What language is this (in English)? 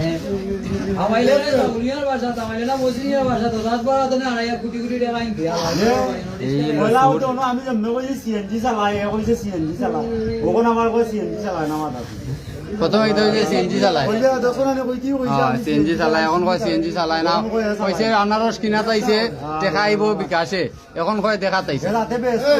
Sylheti